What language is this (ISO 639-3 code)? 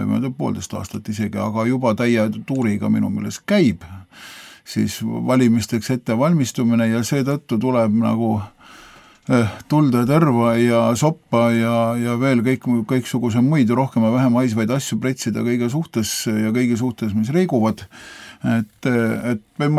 est